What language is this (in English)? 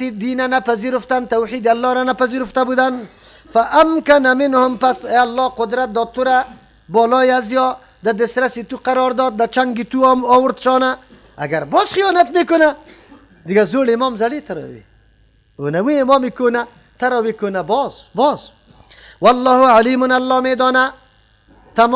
Persian